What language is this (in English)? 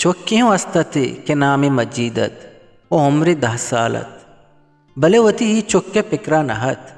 Eastern Balochi